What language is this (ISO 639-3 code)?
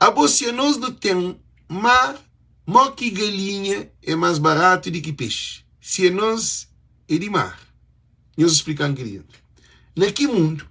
kea